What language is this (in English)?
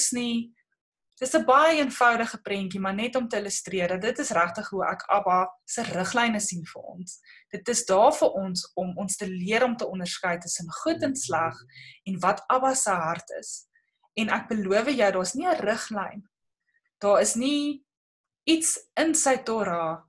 Afrikaans